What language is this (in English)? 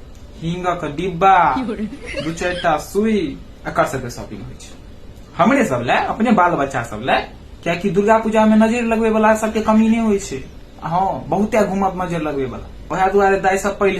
Maithili